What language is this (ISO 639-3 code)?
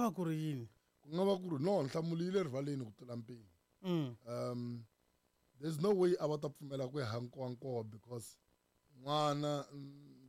tso